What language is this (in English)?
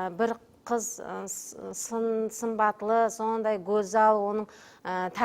Kara-Kalpak